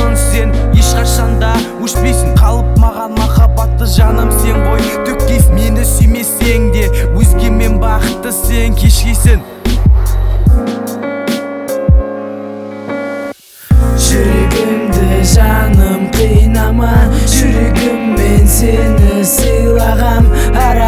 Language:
Kazakh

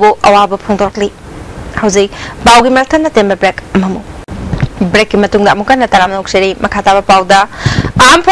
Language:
Manipuri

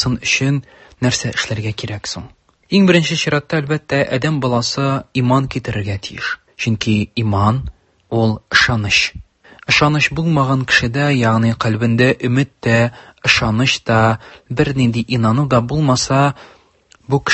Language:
Tatar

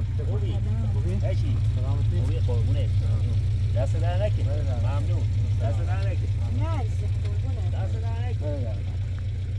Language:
Persian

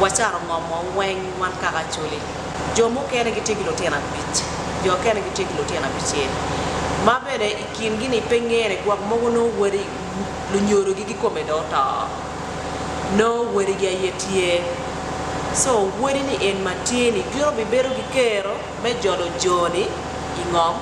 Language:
Acoli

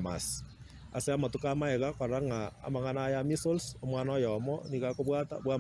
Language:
Gusii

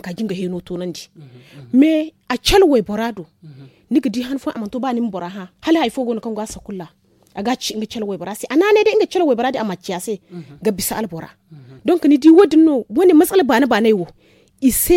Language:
Zarma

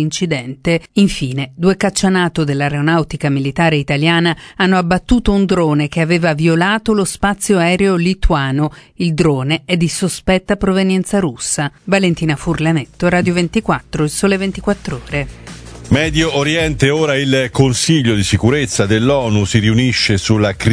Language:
Italian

